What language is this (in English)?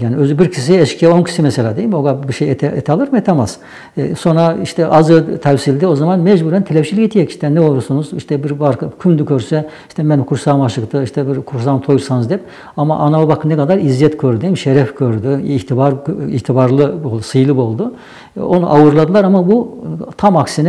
Nogai